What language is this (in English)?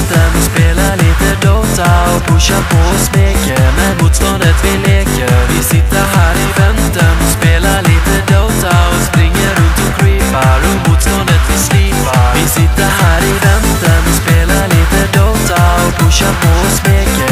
Swedish